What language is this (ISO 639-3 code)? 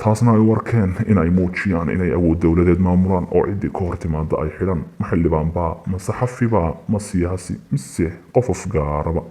som